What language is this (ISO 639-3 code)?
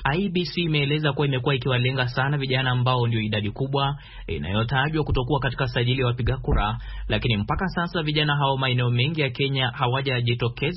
swa